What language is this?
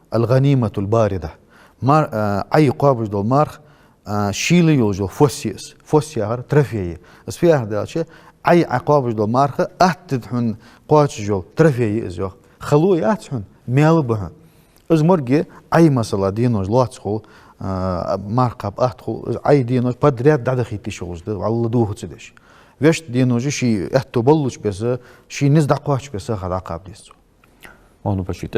Ingush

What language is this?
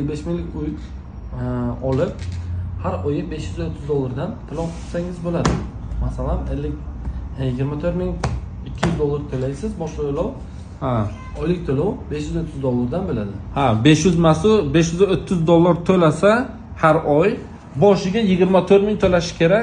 Uzbek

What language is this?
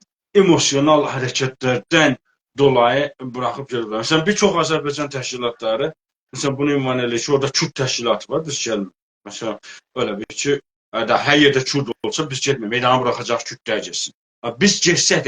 South Azerbaijani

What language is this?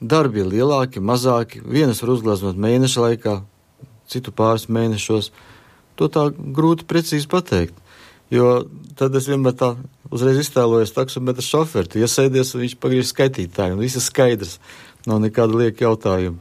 Latvian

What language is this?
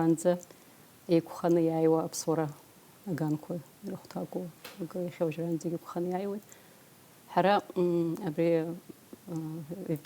Abkhazian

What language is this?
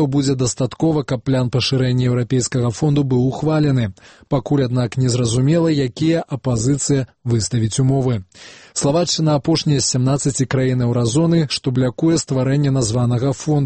Belarusian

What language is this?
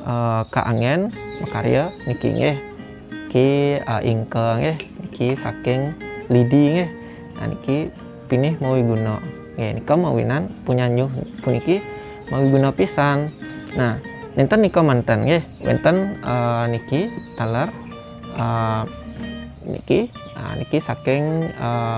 Balinese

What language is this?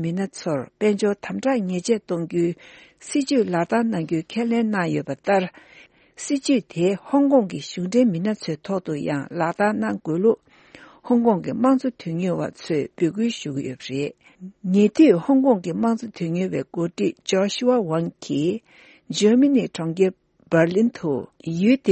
Tibetan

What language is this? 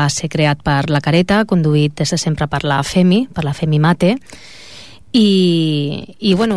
Catalan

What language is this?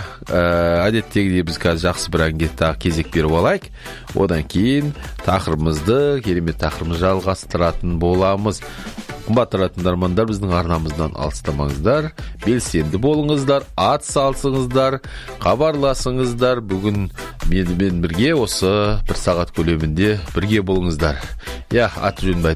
Kazakh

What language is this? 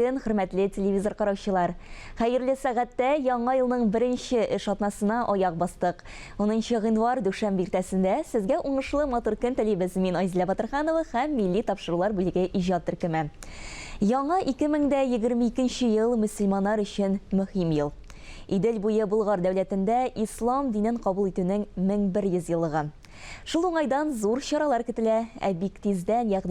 Tatar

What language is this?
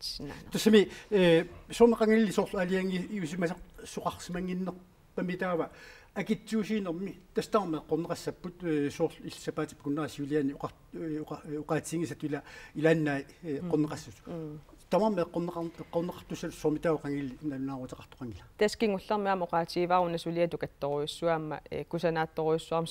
Kalaallisut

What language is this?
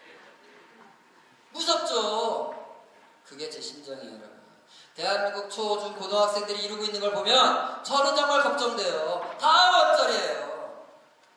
Korean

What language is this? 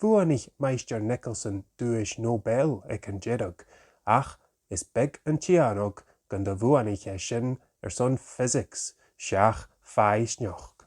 Scottish Gaelic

